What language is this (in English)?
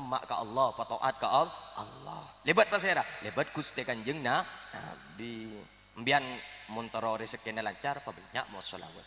Madurese